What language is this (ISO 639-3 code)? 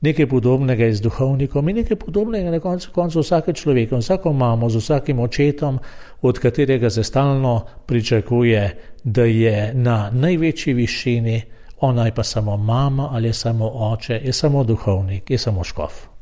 slv